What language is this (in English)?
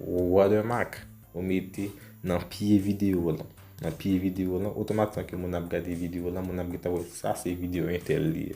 Haitian Creole